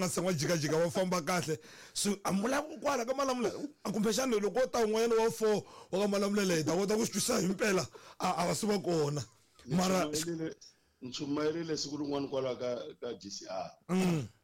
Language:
Tsonga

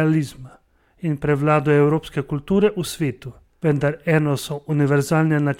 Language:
Slovenian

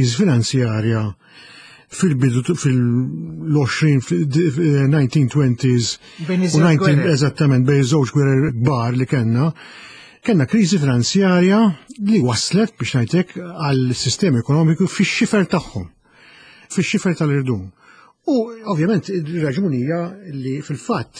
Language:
Maltese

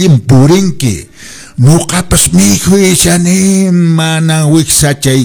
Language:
Quechua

